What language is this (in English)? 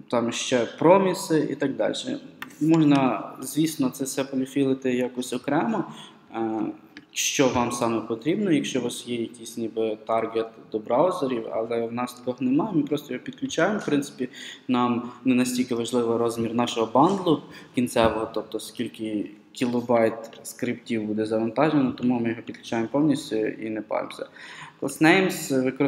Ukrainian